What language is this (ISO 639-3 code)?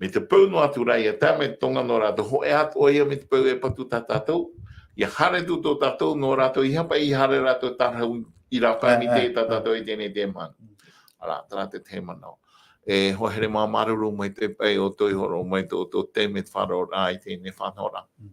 tah